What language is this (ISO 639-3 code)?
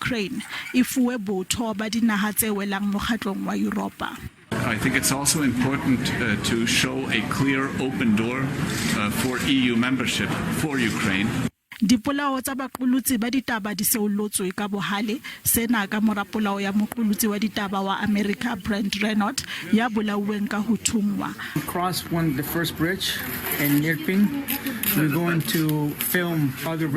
sot